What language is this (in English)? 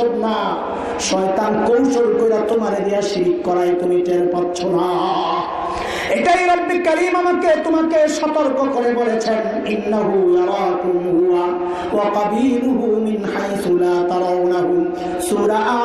Bangla